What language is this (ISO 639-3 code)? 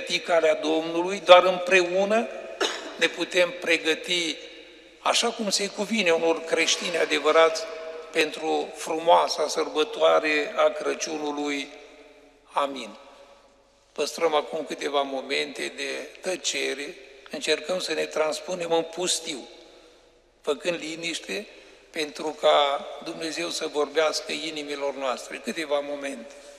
ron